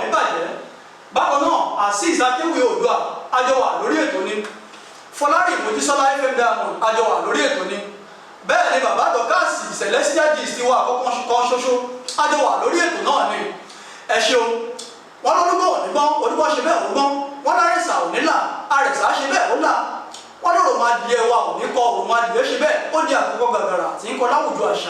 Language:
Yoruba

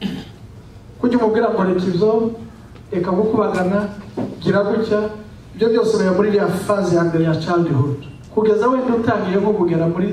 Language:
Kinyarwanda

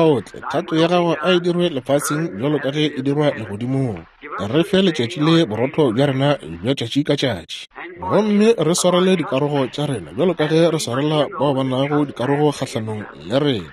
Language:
Northern Sotho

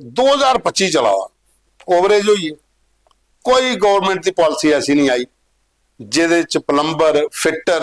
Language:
Dogri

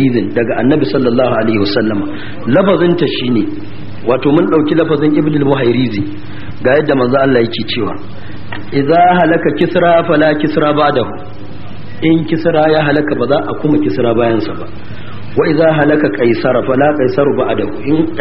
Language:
Hausa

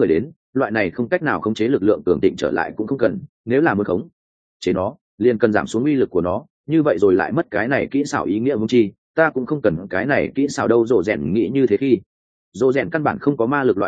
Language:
Vietnamese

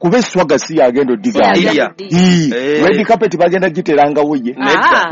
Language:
Ganda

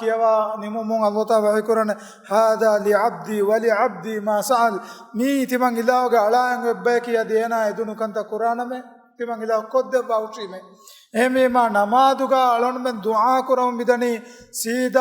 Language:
Divehi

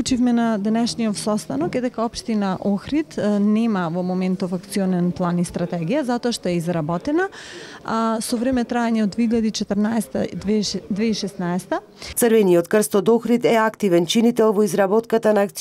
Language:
Macedonian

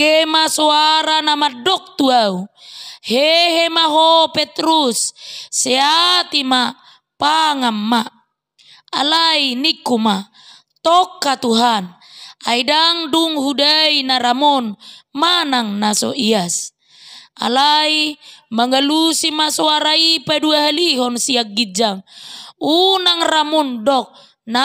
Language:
Batak Toba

